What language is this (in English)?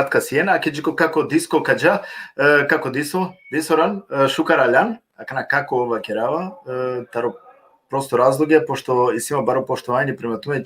Balkan Romani